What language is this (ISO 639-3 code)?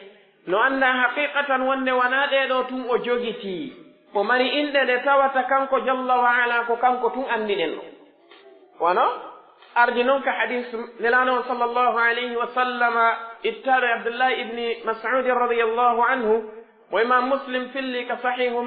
fuf